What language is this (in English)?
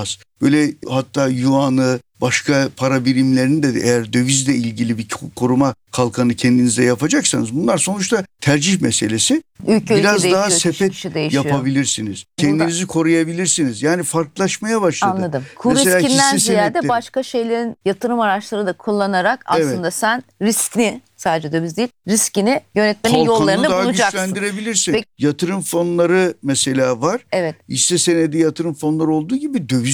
Turkish